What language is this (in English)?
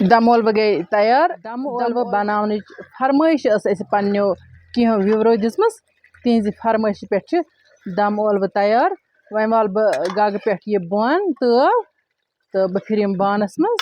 Kashmiri